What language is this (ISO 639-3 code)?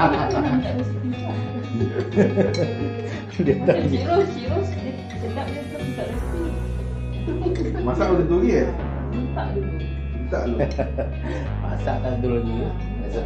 msa